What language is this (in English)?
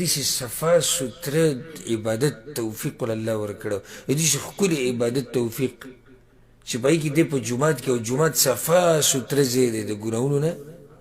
Pashto